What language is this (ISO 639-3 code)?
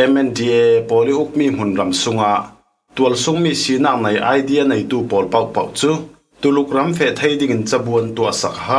cfm